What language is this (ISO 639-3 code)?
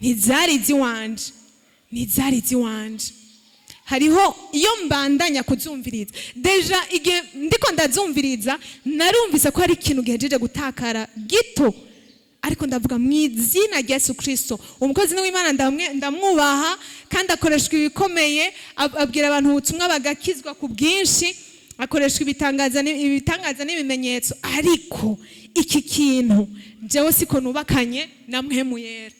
run